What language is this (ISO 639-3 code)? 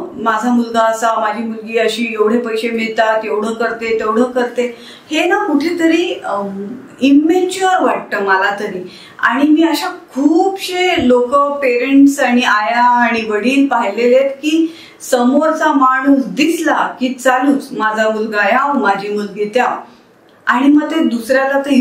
mar